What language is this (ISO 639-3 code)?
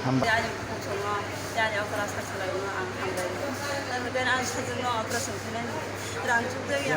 trp